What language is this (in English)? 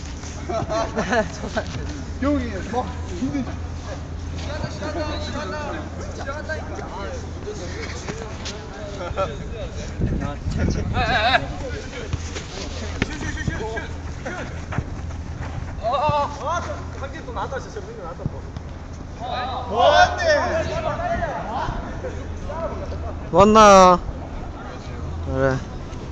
Korean